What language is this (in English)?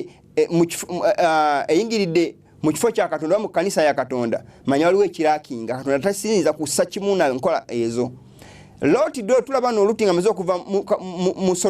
Ganda